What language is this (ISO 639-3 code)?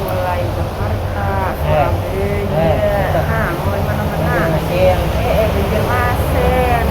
bjn